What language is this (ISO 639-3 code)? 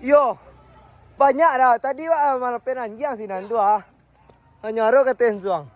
min